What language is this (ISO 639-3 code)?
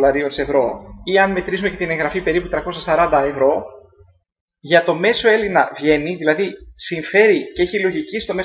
ell